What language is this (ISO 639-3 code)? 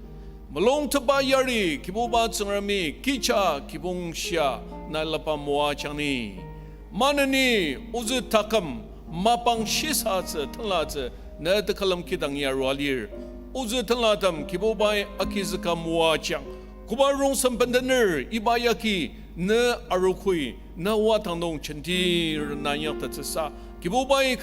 njo